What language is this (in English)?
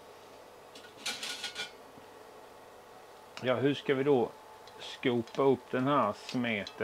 Swedish